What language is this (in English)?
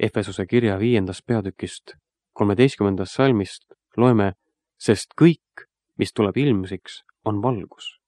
Estonian